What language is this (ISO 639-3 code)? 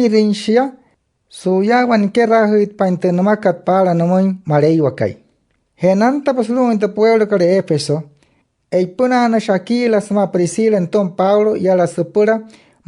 guc